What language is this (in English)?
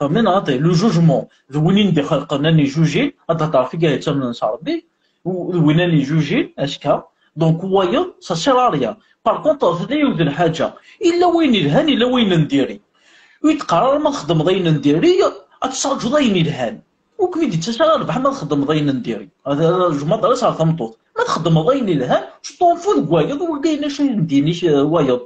Kabyle